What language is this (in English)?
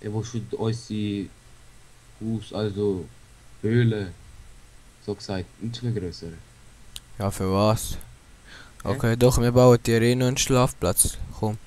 Swiss German